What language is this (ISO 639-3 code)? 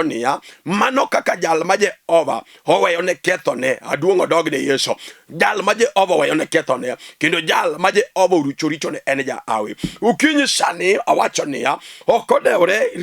luo